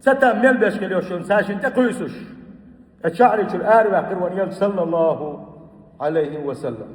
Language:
Chechen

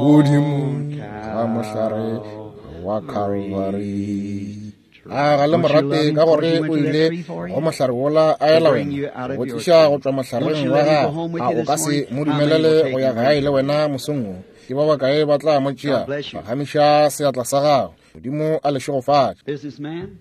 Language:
Northern Sotho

